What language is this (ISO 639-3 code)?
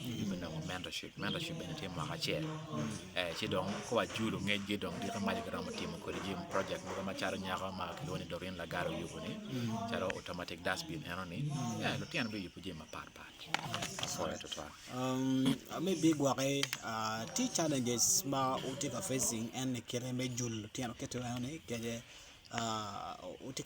ach